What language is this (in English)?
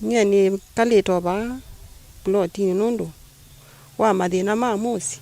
Kamba